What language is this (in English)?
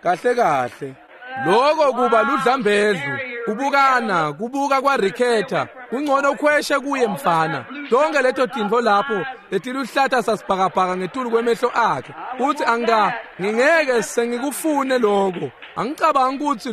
Swati